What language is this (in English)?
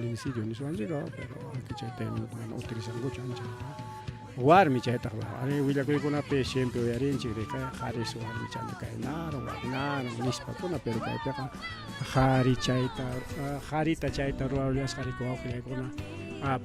Ayacucho Quechua